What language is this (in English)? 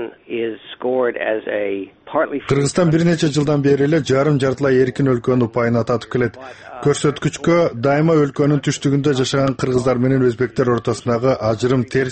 Kyrgyz